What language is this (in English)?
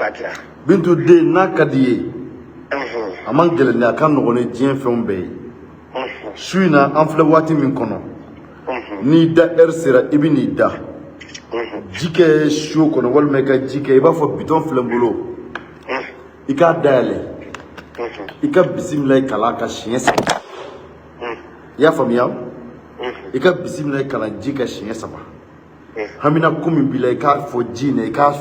Bambara